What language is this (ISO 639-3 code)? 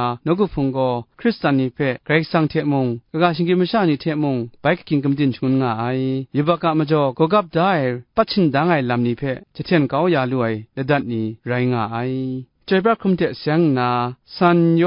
kac